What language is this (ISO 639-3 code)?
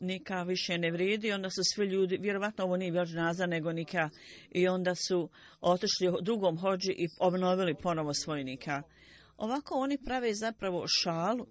bos